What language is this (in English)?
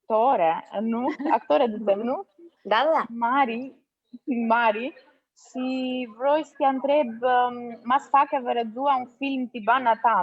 Aromanian